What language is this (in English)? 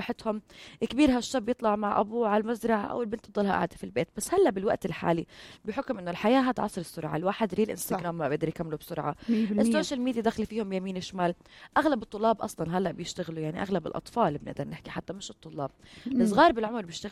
North Levantine Arabic